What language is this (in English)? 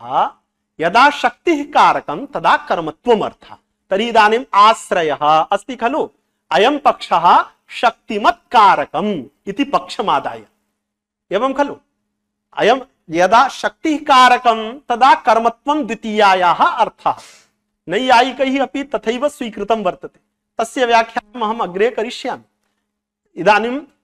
Sanskrit